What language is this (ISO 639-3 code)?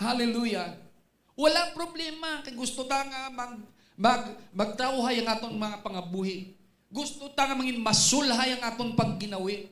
hil